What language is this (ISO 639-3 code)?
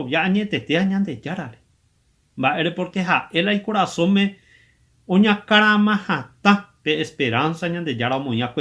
grn